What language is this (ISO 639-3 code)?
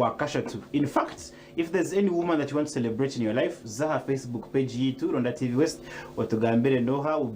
nyn